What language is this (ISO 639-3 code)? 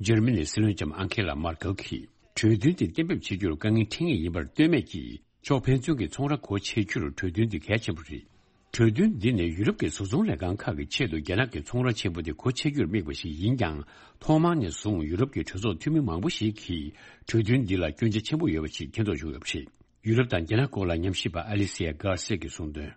bod